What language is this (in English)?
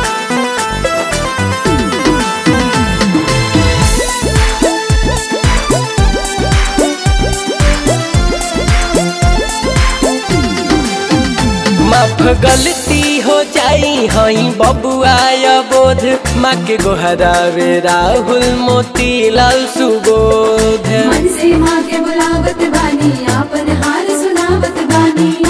Bhojpuri